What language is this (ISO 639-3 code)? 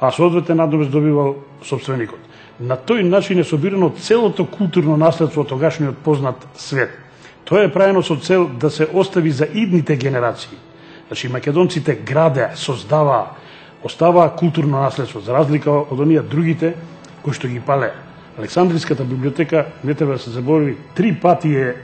mkd